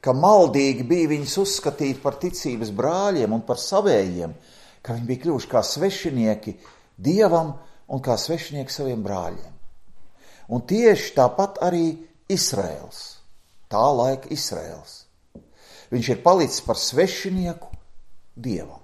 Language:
Latvian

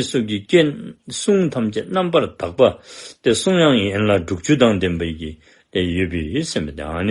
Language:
Dzongkha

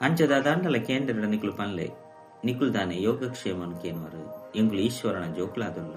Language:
Tulu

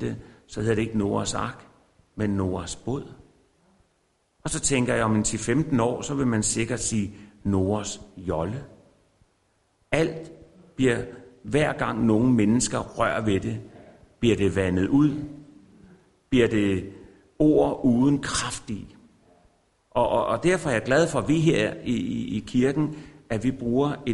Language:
Danish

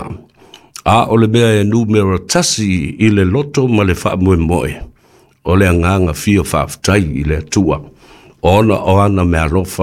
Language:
Samoan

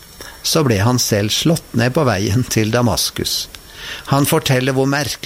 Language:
Norwegian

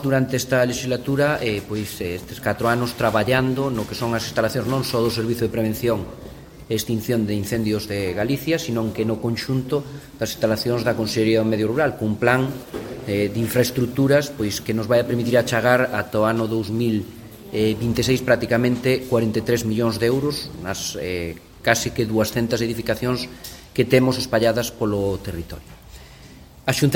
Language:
Galician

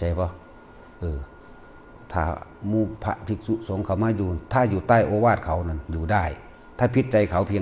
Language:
Northeastern Thai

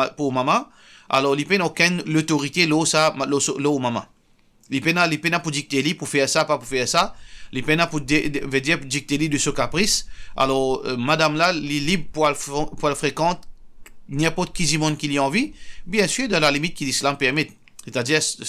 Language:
Morisyen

